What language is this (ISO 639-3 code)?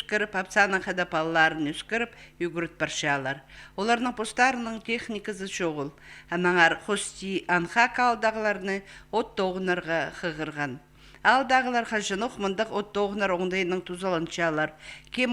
kjh